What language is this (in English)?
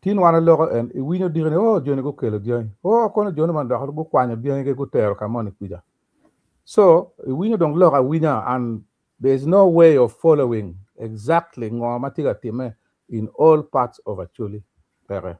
Acoli